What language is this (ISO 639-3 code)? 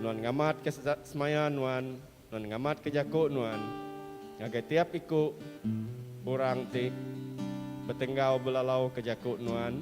iba